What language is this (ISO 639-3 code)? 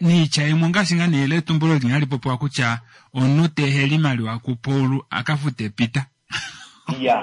kua